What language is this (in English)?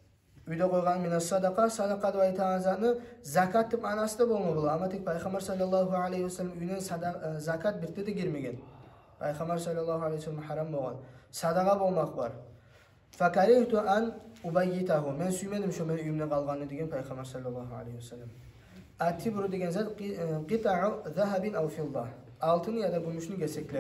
Kumyk